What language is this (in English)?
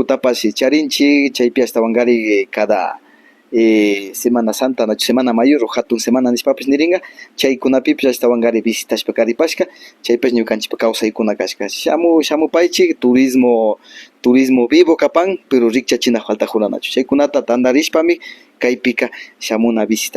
Imbabura Highland Quichua